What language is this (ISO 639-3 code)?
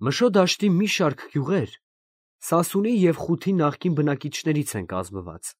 hye